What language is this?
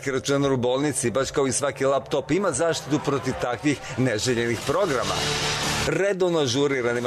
Serbian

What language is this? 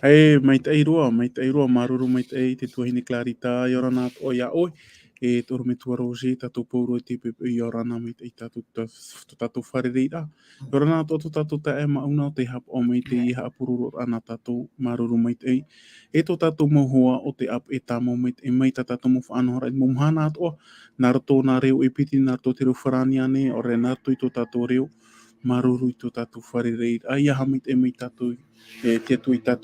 Tahitian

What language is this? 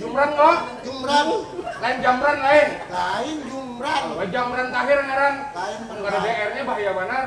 Banjar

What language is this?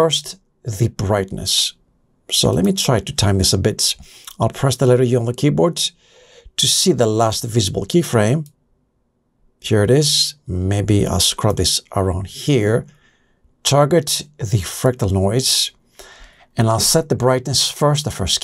English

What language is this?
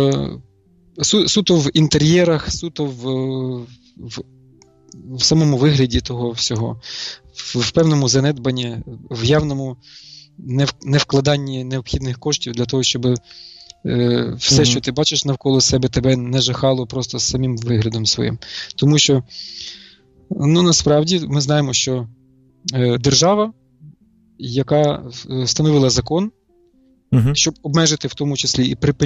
Ukrainian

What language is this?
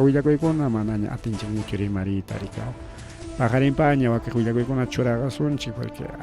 Ayacucho Quechua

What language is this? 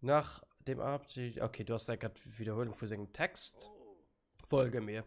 Luxembourgish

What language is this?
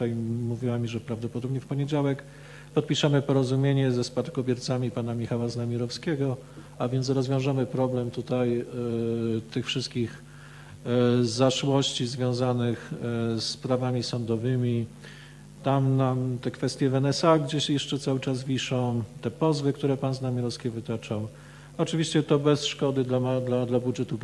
Polish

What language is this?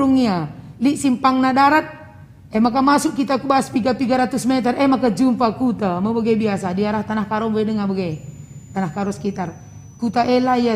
Batak Karo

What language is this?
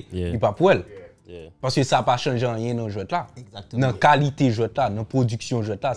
Haitian Creole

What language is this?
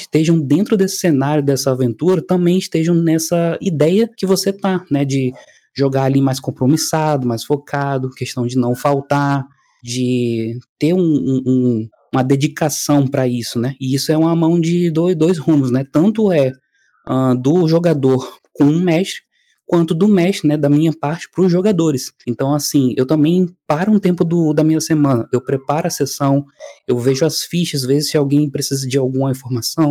Portuguese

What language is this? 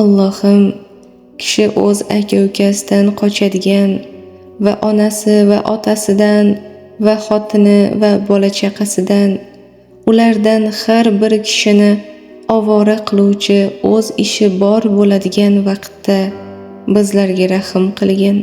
Uzbek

